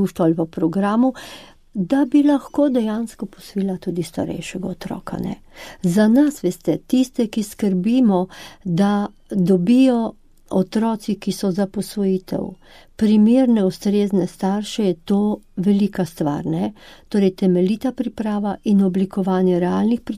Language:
Slovenian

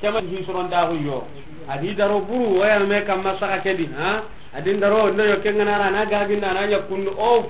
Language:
Soninke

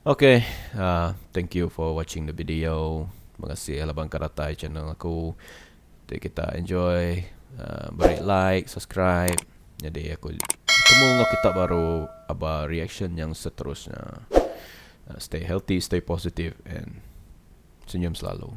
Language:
Iban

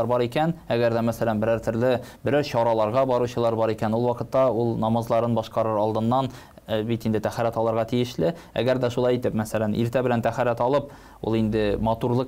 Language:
Tatar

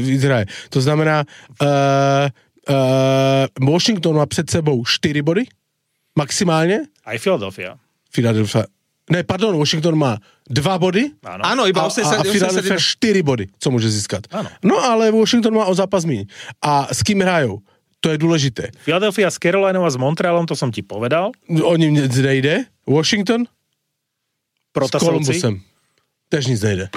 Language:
Slovak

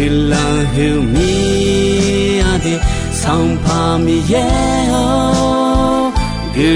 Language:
Akha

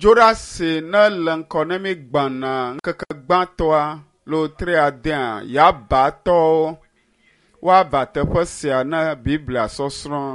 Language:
Ewe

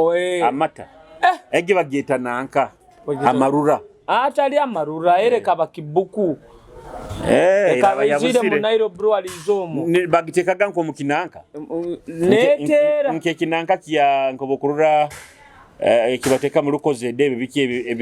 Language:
Nyoro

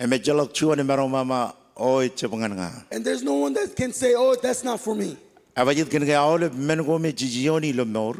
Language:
Marshallese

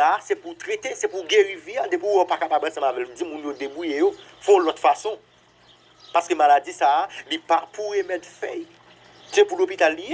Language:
Haitian Creole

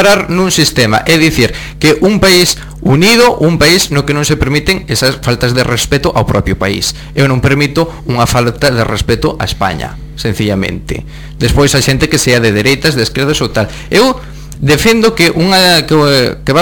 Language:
Galician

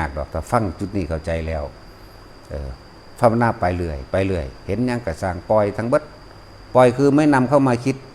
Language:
Northeastern Thai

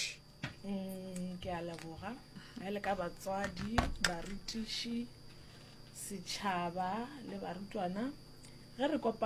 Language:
Northern Sotho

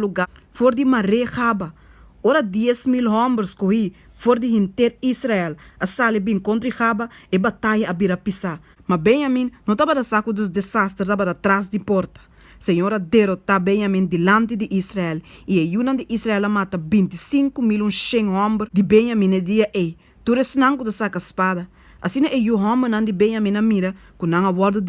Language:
Papiamento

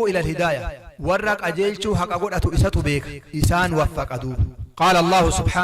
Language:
Oromo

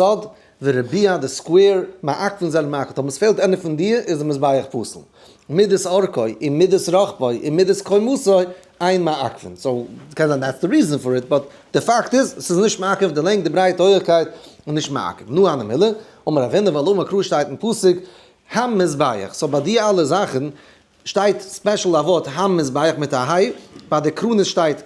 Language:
Yiddish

